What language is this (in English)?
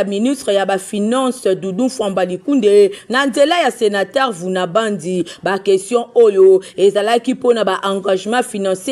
Lingala